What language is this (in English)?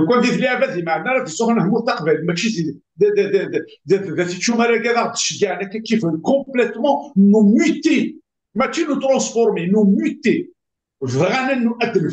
Kabyle